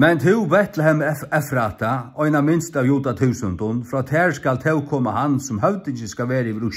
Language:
Faroese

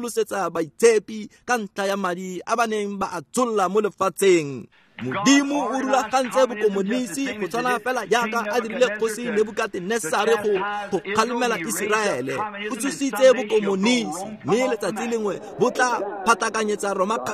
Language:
Tswana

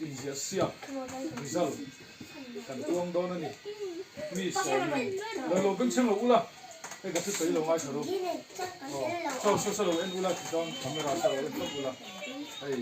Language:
Mizo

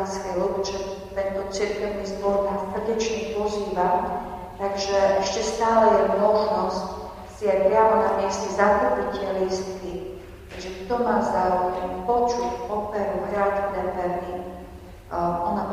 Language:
Slovak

